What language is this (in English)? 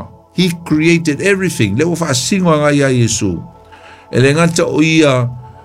Samoan